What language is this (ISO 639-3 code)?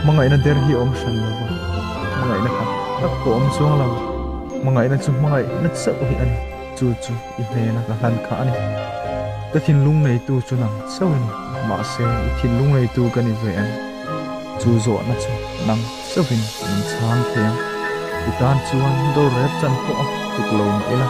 lus